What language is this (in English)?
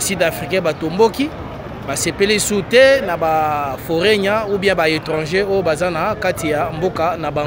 Lingala